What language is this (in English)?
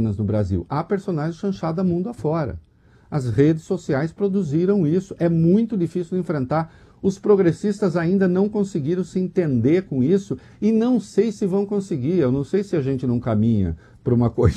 Portuguese